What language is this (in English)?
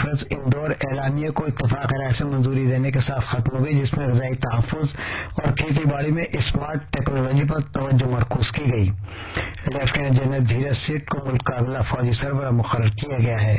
Urdu